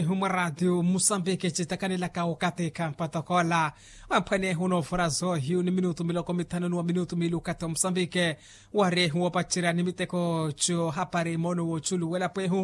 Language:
Makhuwa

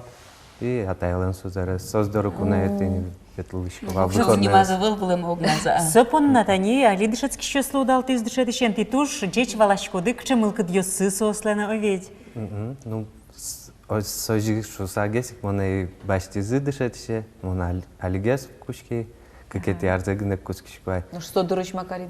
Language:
Udmurt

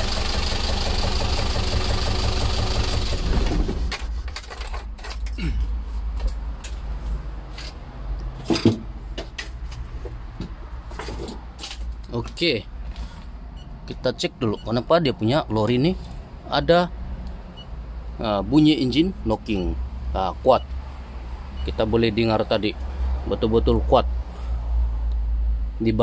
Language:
Malay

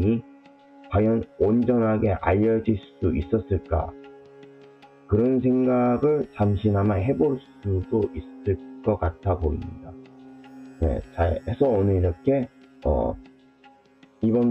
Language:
Korean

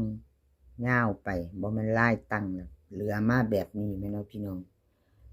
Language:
Northeastern Thai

